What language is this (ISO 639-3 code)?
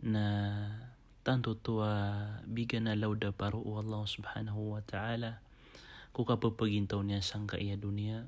mrw